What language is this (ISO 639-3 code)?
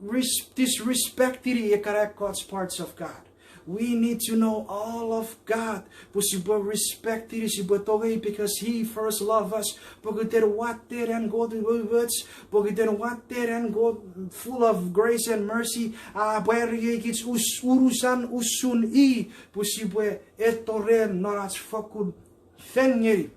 chk